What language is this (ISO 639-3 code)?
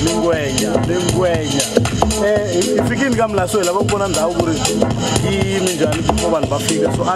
tso